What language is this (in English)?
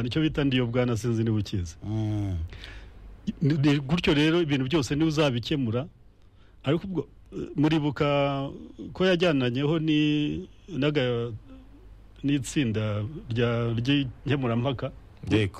Kinyarwanda